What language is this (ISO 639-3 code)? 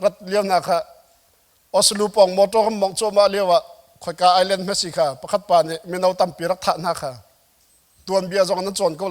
cnh